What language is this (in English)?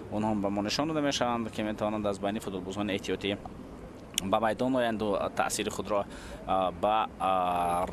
Tajik